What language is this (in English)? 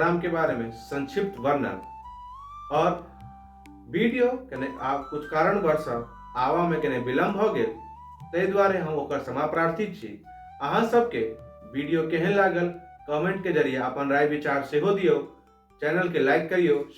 Maithili